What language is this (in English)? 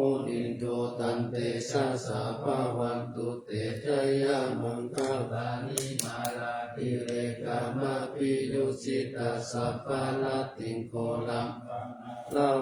Pali